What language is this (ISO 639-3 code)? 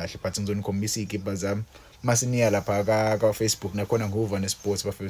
zul